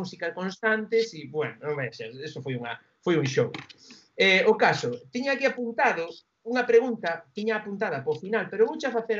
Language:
Galician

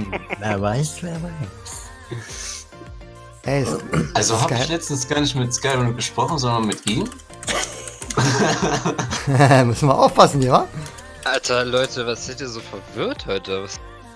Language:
German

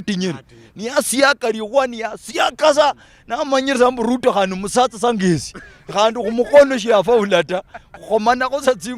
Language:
Luyia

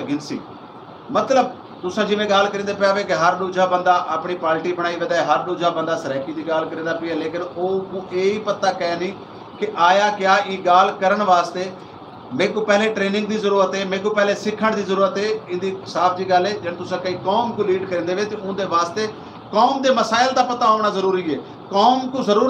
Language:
Saraiki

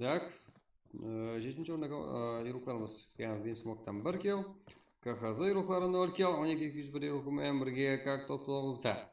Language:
Kara-Kalpak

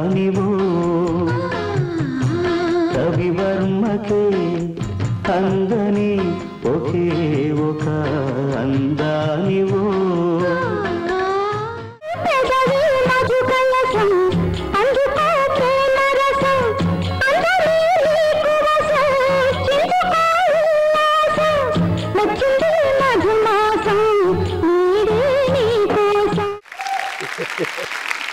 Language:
Telugu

